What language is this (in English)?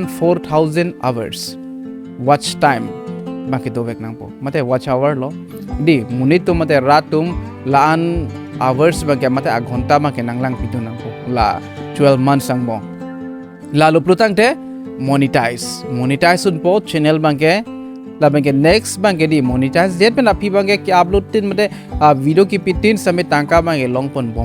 Karbi